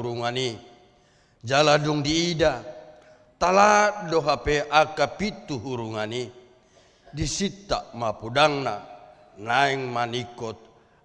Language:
Batak Toba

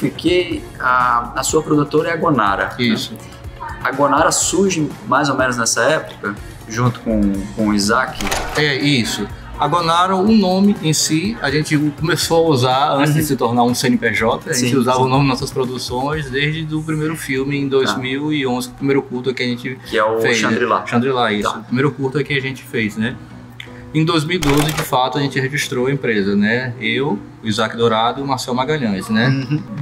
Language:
Portuguese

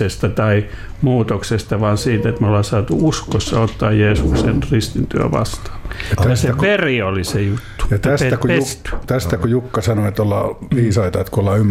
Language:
Finnish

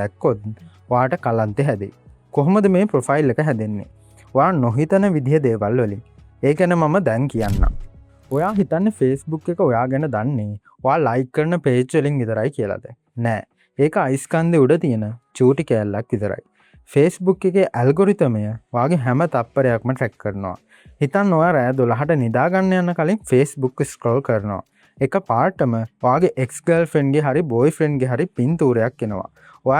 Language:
Sinhala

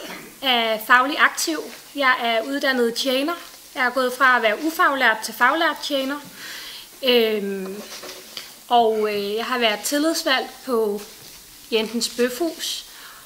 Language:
Danish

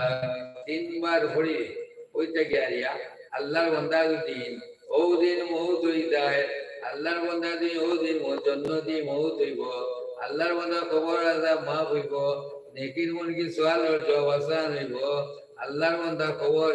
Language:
Sylheti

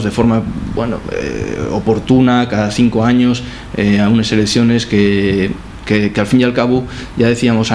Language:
Asturian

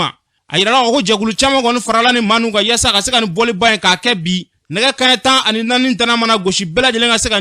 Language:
Bambara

